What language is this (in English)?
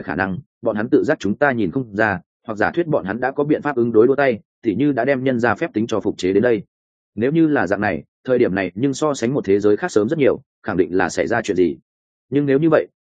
Vietnamese